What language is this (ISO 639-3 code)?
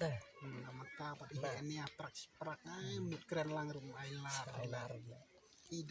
kha